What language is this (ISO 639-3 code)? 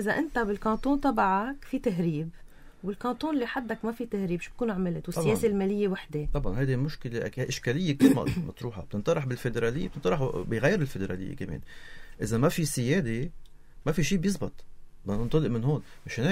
apc